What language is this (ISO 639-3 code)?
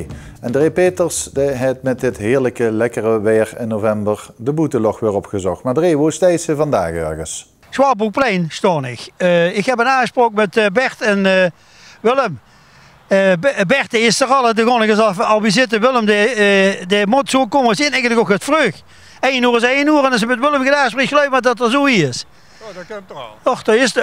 lim